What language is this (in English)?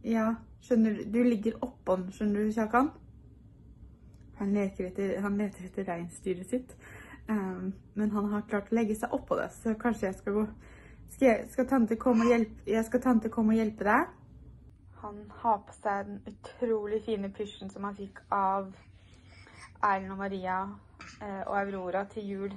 Norwegian